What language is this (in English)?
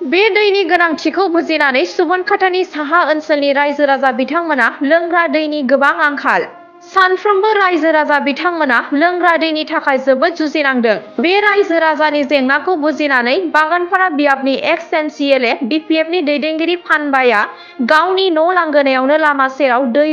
Bodo